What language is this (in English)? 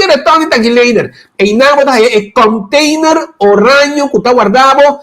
Papiamento